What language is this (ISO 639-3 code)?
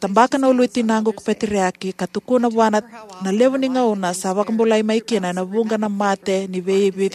fij